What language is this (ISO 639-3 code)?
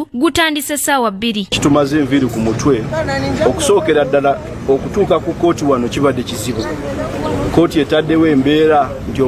lug